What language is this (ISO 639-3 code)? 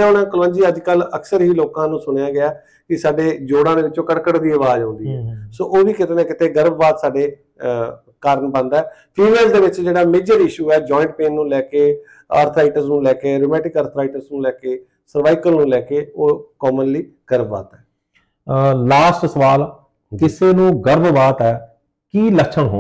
pan